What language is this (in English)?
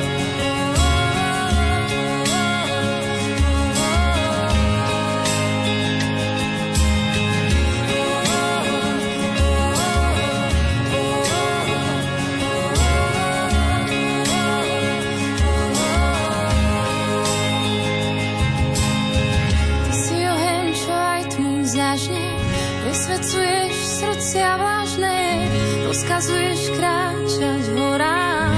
Slovak